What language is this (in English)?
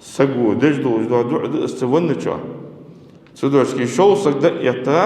Ingush